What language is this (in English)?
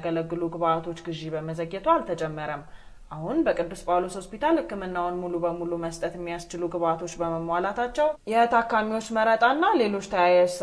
Amharic